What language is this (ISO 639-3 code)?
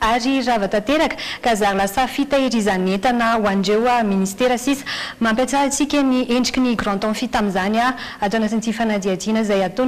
mlg